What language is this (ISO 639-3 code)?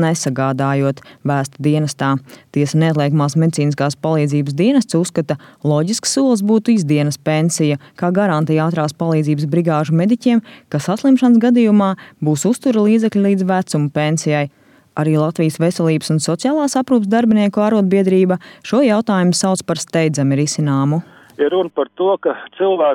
lav